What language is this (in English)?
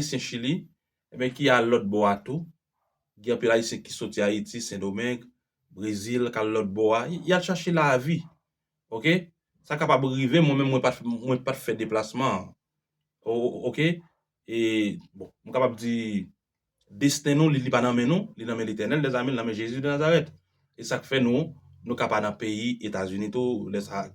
Haitian Creole